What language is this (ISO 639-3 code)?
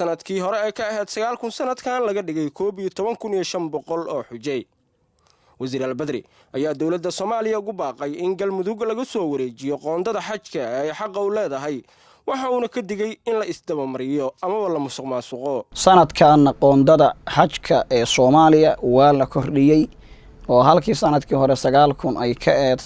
som